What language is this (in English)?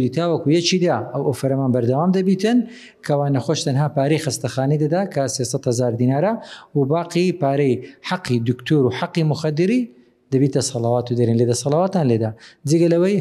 Central Kurdish